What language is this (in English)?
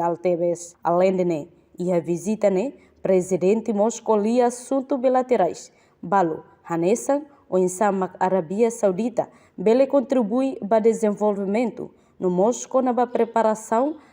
Tetum